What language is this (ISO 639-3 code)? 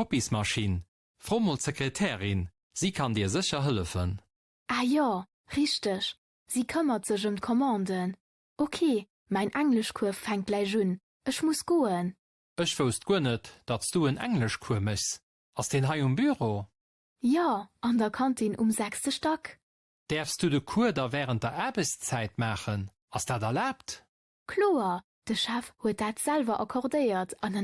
ltz